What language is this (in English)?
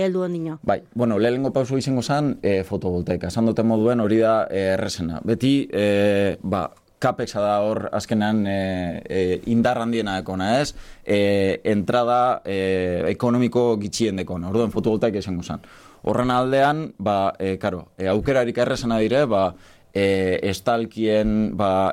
Basque